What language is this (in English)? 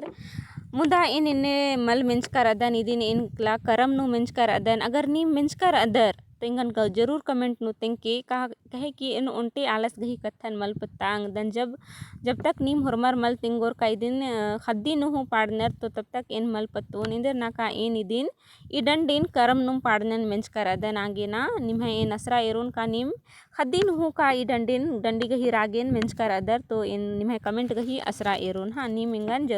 Kurukh